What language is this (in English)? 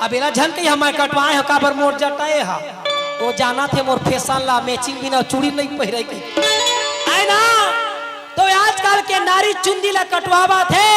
Chhattisgarhi